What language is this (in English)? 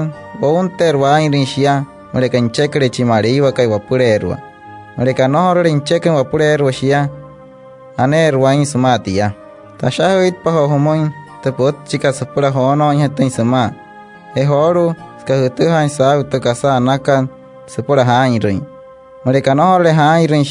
Wayuu